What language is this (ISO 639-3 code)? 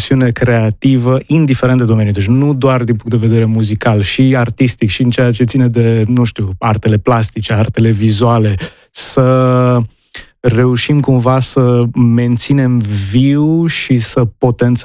ron